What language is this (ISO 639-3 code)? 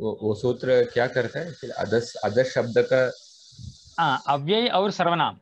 san